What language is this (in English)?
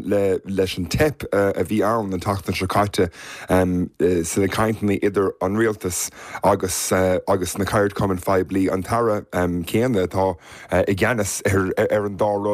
Irish